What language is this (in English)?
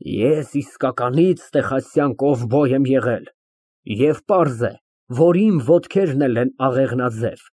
Armenian